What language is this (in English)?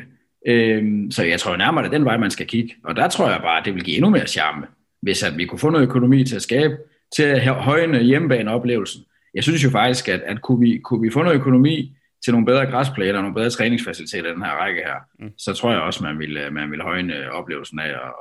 Danish